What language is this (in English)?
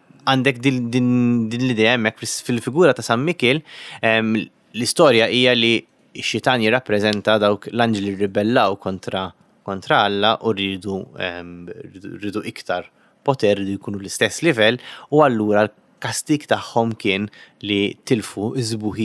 Maltese